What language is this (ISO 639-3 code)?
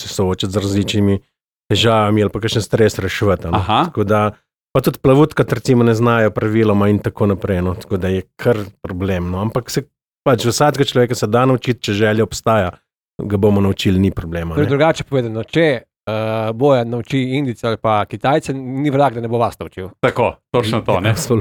slv